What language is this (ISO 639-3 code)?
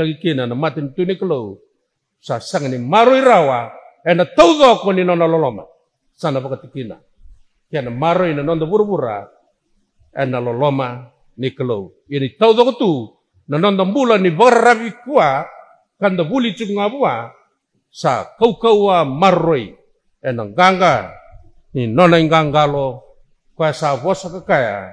fij